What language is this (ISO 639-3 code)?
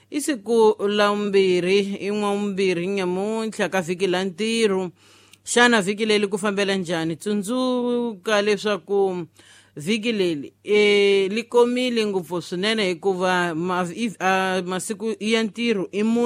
tso